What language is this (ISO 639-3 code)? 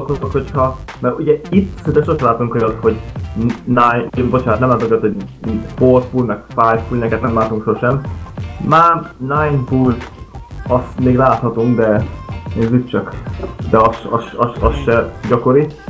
hun